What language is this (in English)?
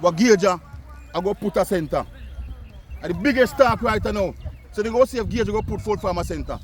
Jamaican Creole English